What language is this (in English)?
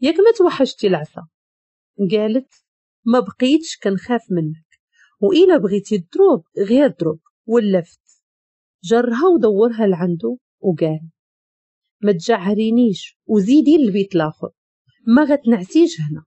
Moroccan Arabic